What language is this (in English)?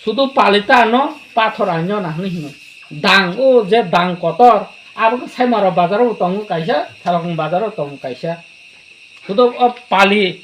Kok Borok